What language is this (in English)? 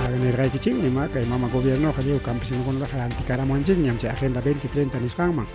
Ayacucho Quechua